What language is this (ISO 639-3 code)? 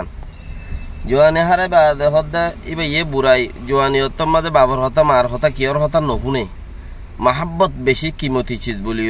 rhg